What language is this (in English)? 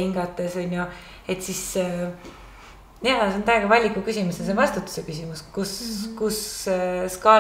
Estonian